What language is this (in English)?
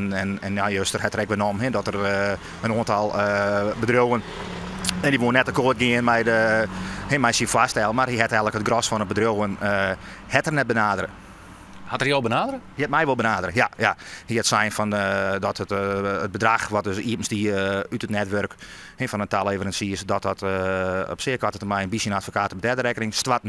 Western Frisian